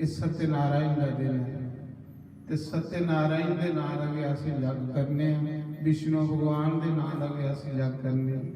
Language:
Dogri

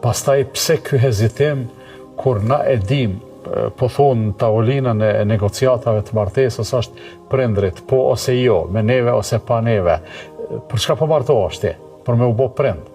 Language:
Albanian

